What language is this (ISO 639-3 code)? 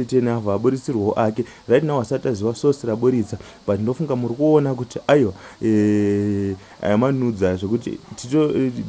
sna